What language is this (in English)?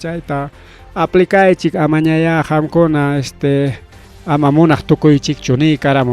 Ayacucho Quechua